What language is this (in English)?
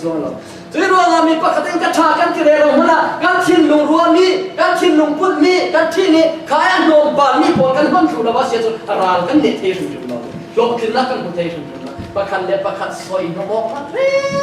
Falam Chin